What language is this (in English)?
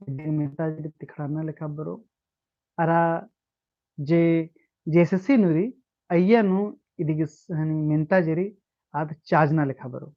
Kurukh